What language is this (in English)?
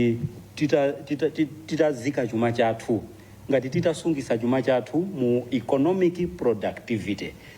Nyanja